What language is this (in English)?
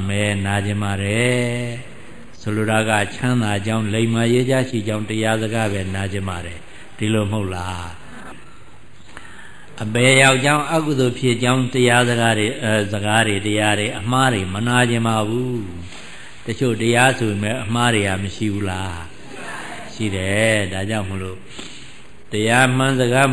Burmese